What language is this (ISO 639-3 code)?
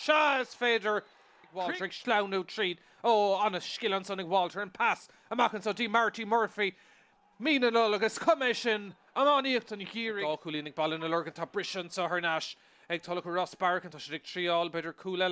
gle